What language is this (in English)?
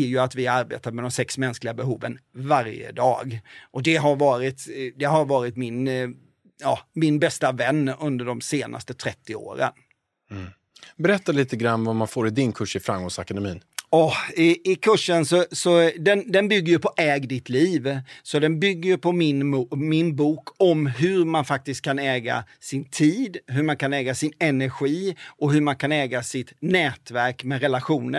Swedish